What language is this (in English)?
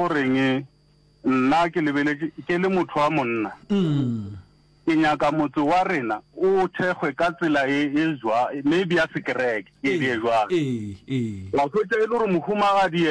Northern Sotho